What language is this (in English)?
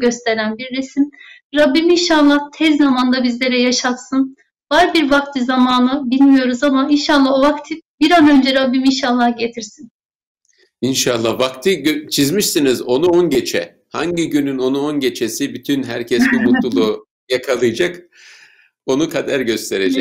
Turkish